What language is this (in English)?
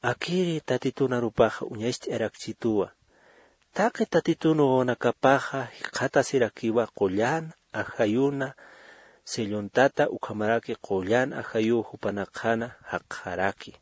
Aymara